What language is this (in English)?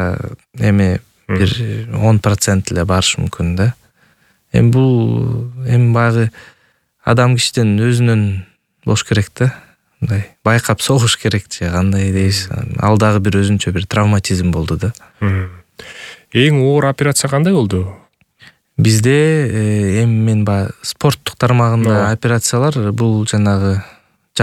Kyrgyz